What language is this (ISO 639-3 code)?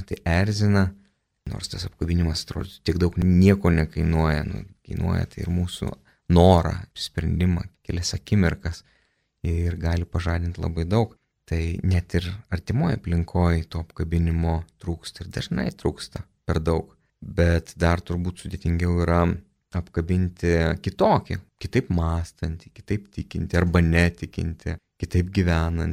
lit